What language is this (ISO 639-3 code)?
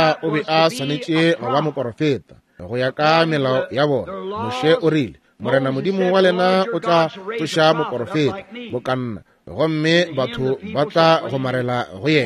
nso